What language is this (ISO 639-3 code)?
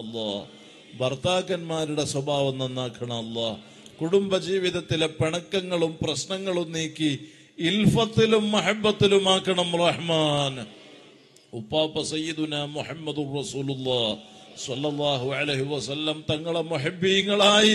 mal